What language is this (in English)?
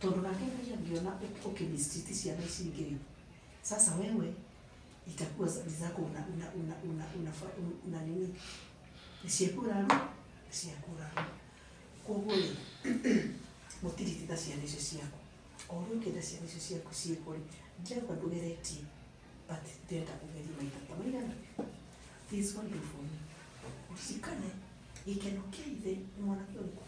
Kikuyu